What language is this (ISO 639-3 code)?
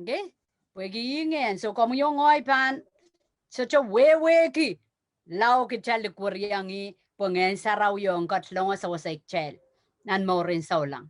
pon